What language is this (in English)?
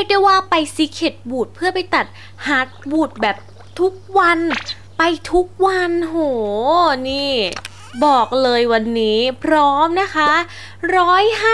Thai